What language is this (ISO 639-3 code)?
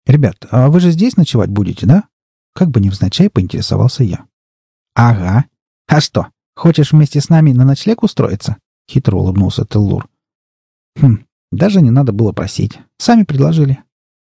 rus